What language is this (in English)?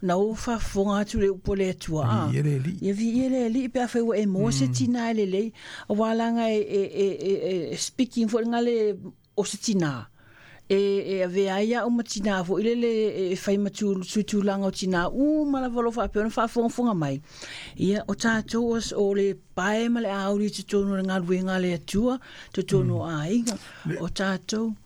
Samoan